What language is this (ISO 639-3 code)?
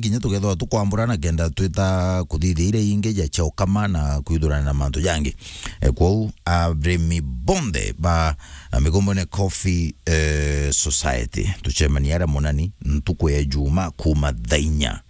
mer